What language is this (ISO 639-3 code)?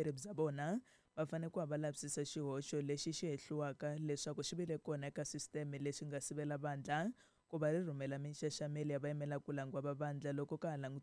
tso